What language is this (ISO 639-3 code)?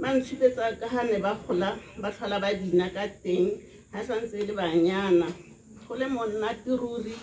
tsn